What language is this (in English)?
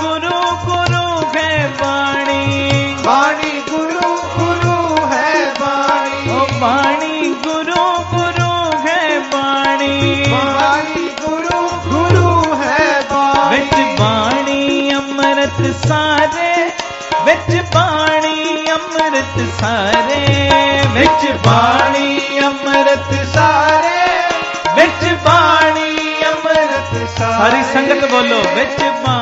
Punjabi